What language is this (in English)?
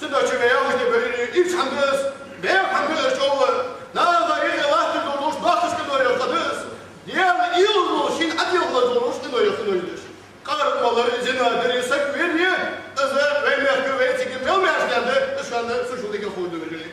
Ingush